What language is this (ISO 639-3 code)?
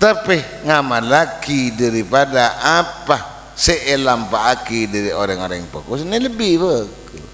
mad